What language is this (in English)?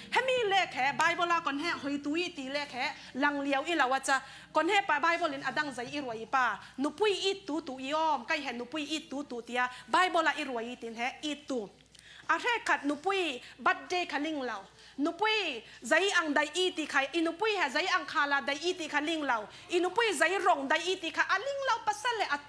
Falam Chin